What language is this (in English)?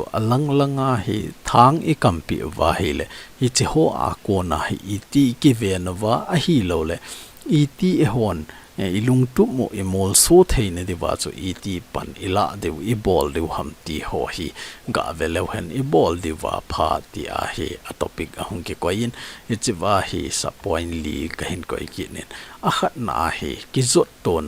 Thado Chin